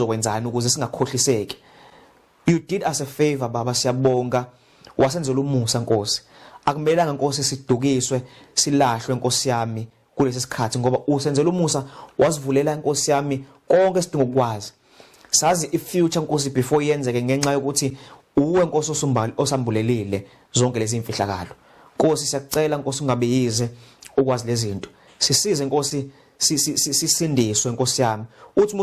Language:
Zulu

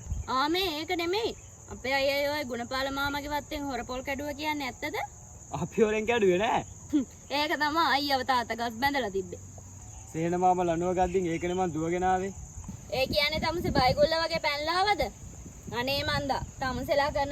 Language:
Sinhala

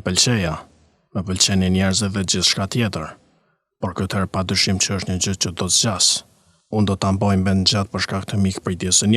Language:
Albanian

